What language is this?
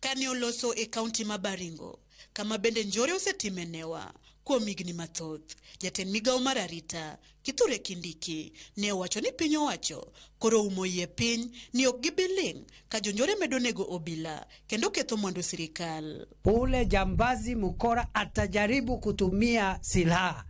Luo (Kenya and Tanzania)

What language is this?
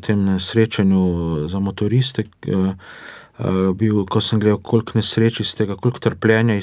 Slovenian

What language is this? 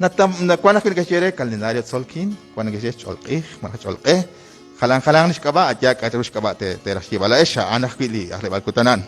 Kekchí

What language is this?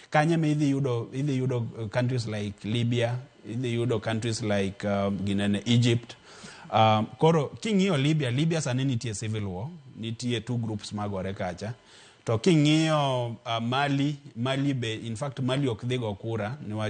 Luo (Kenya and Tanzania)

